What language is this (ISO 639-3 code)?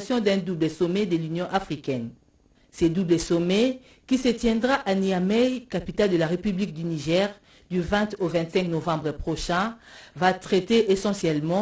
fra